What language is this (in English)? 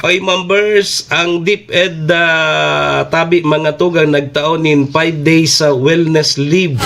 Bikol